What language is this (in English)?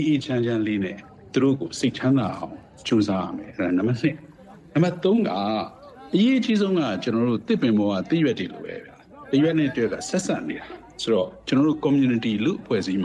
Burmese